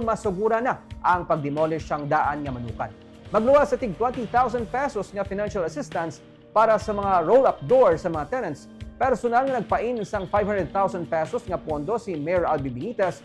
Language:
Hiligaynon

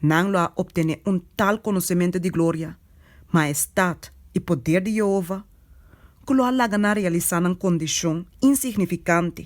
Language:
Papiamento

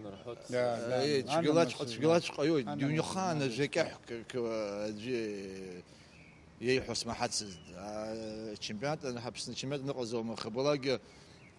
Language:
Abkhazian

